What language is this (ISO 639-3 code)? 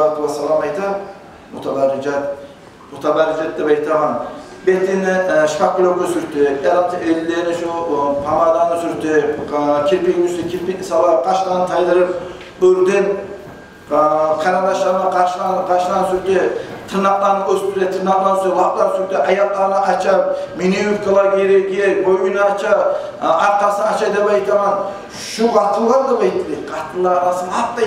kum